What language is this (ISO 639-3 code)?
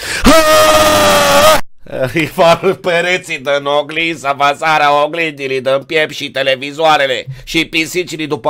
ron